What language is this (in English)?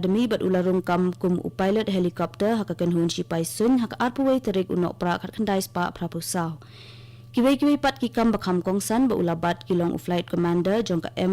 Khasi